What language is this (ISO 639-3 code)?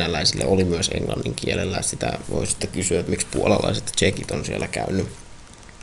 fin